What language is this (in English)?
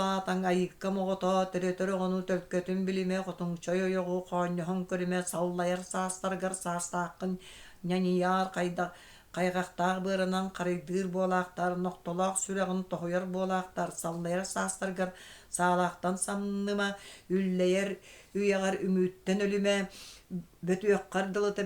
Yakut